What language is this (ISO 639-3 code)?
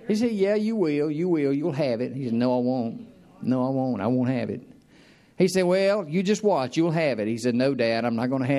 eng